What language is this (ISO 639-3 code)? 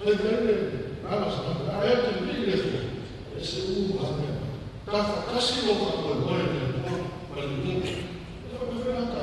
smo